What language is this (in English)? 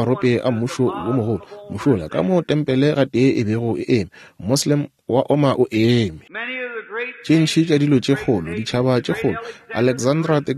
Northern Sotho